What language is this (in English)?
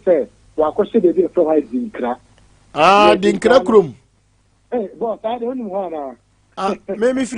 Akan